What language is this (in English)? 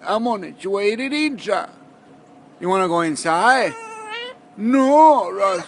Sicilian